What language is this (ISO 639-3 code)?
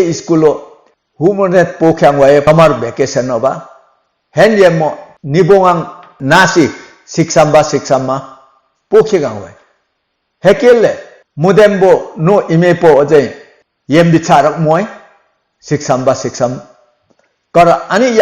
lif